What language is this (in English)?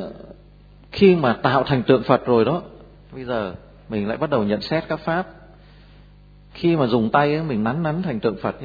Vietnamese